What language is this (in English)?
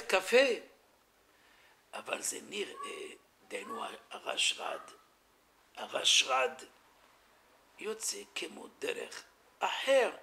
Hebrew